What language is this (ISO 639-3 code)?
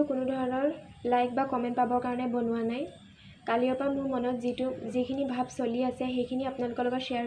asm